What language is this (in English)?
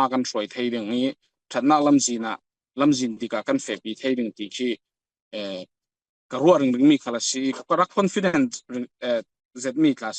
Falam Chin